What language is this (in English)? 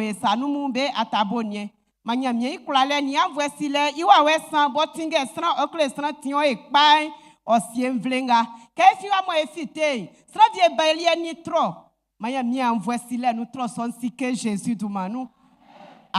Baoulé